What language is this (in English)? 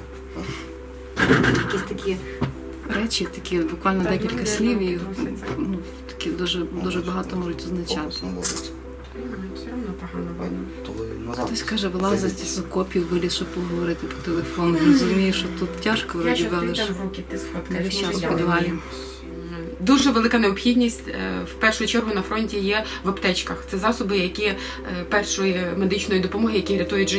Ukrainian